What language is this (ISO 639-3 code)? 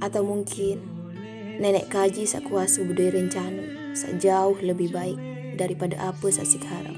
sas